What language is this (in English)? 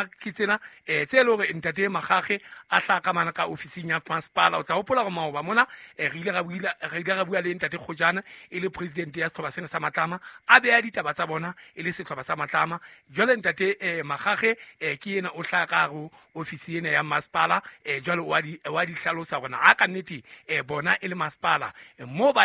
Southern Sotho